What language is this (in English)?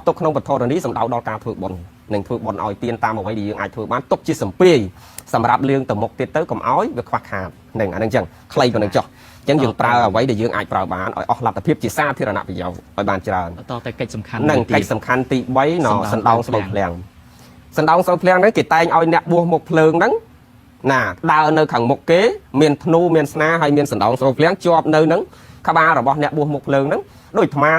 Khmer